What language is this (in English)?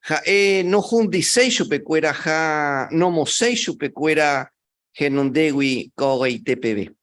Guarani